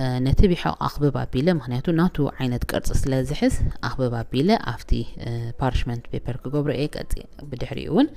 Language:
Tigrinya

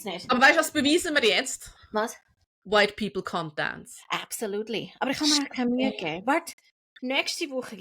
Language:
Swiss German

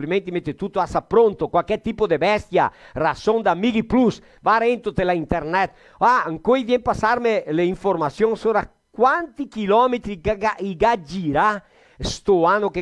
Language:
Venetian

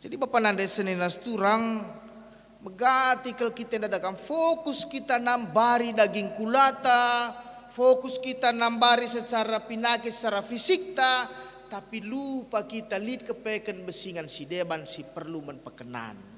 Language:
Batak Karo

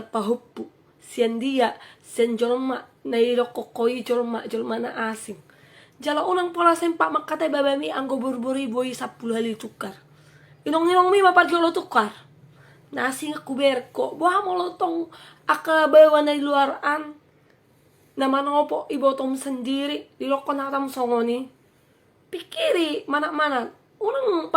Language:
Batak Toba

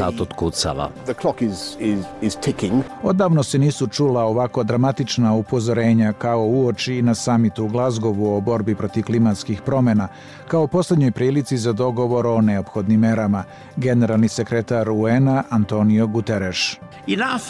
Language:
Bosnian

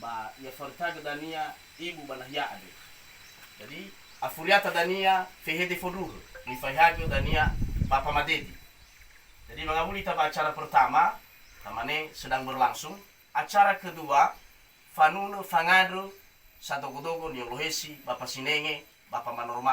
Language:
Nias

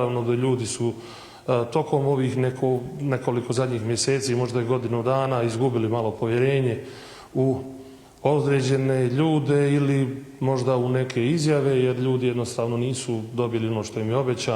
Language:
Bosnian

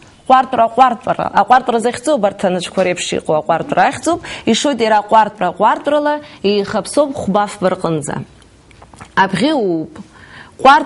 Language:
Abkhazian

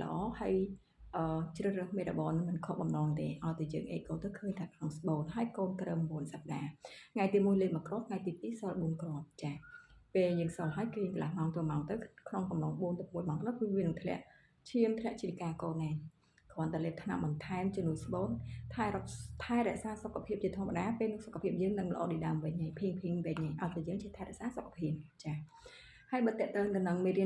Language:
Khmer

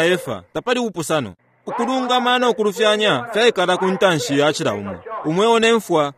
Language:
Bemba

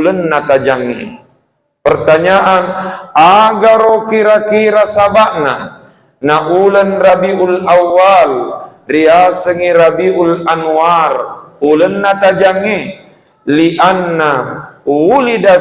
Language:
Buginese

